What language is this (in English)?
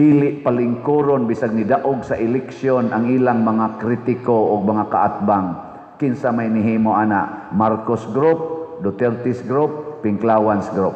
Cebuano